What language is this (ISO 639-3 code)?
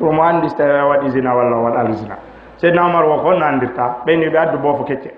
ful